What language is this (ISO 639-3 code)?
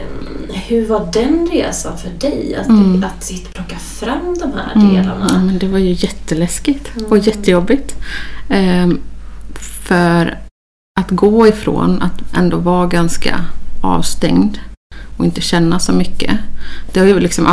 swe